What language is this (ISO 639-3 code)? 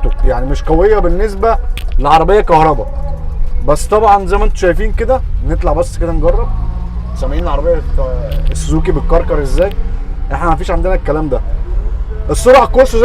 arz